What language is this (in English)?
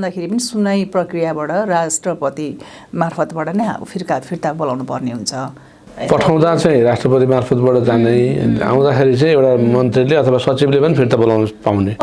Nepali